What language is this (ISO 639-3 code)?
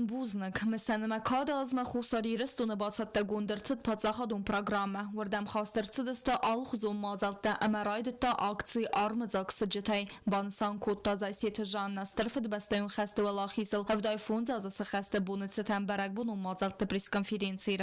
oss